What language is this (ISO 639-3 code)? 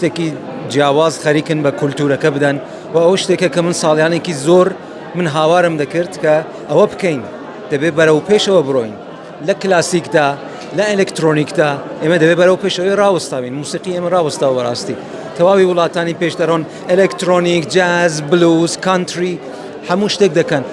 ckb